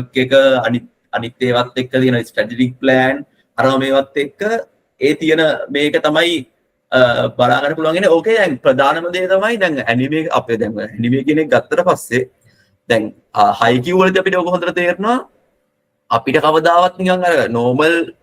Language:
Sinhala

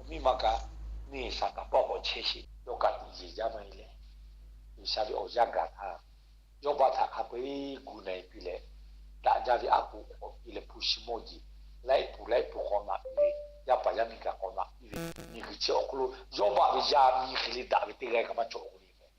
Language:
Lahu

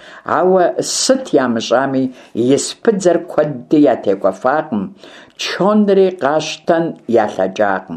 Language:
Kabardian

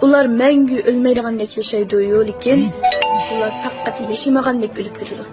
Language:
Uyghur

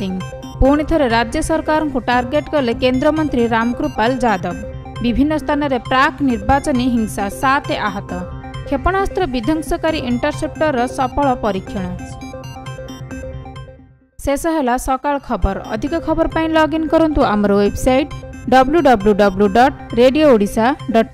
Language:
Odia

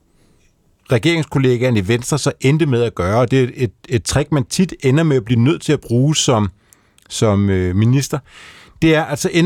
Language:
Danish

